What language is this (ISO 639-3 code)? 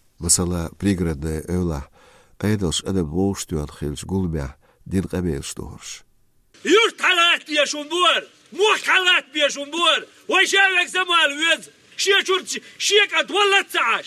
che